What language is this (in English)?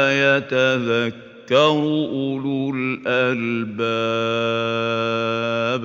Yakan